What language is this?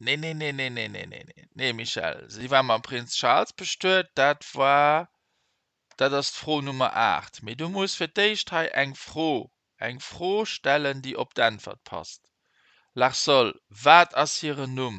Luxembourgish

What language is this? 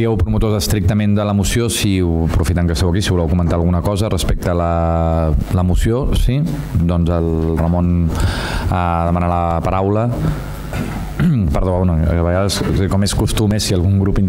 Catalan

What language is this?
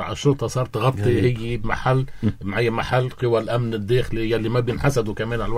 North Levantine Arabic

